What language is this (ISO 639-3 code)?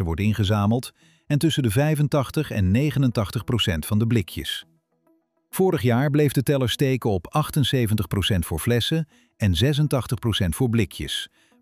nld